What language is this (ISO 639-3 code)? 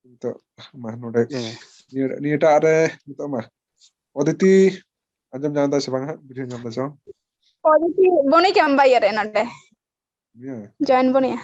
sat